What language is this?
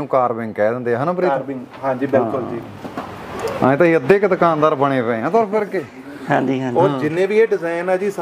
Punjabi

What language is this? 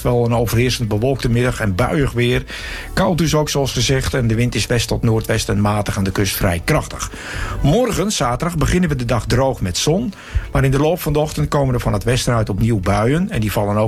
Dutch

